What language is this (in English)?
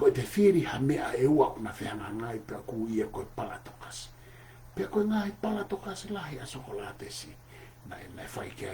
Tongan